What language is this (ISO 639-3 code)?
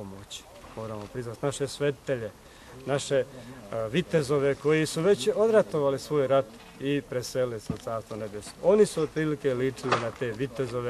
bos